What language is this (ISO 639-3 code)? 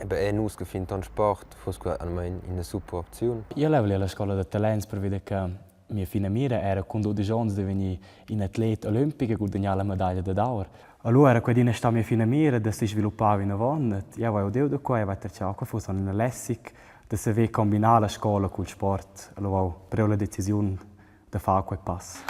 roh